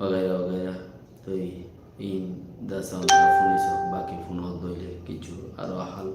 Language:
Rohingya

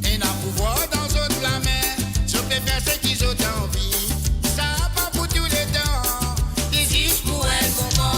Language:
Morisyen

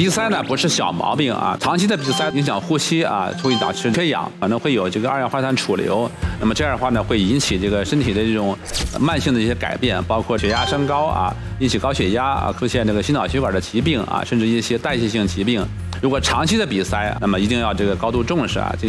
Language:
Chinese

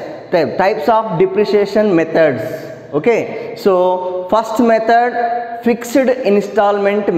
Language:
Telugu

